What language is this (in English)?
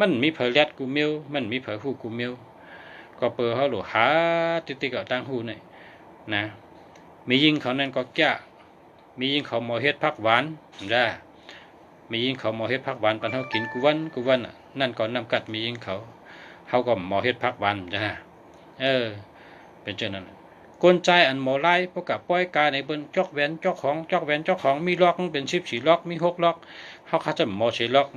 Shan